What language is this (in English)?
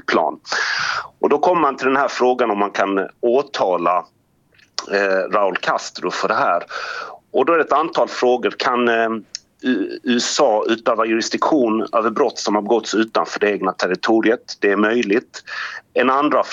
Swedish